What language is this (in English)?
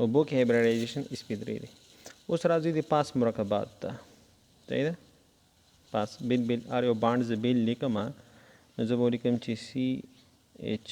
Pashto